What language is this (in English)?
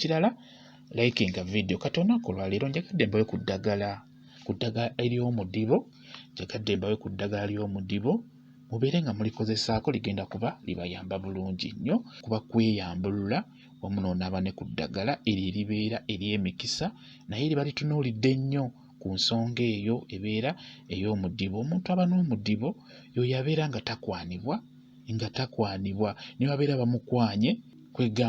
Ganda